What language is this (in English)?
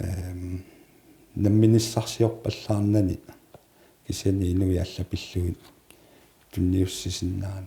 Kalaallisut